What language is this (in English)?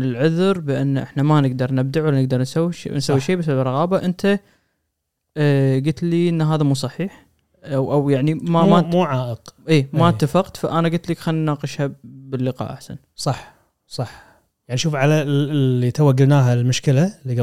Gulf Arabic